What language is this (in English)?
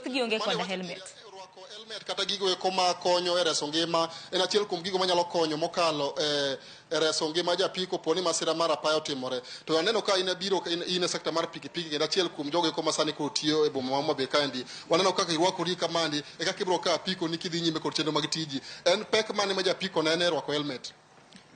Luo (Kenya and Tanzania)